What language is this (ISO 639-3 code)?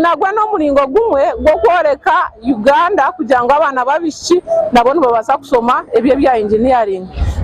nyn